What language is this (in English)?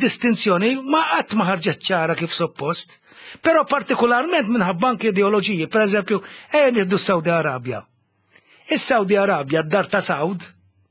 Maltese